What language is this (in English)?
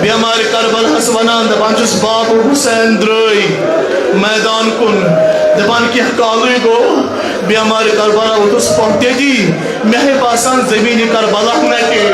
Kashmiri